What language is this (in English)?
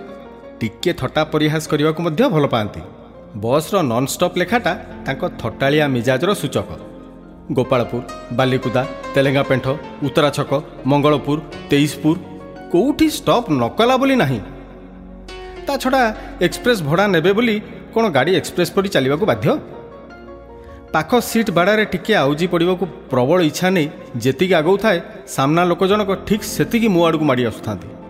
Odia